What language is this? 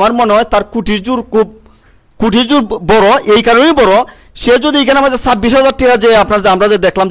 Sylheti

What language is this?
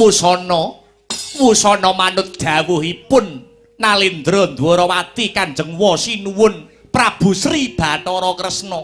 Javanese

